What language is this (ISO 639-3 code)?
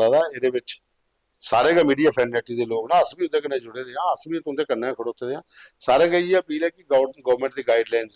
doi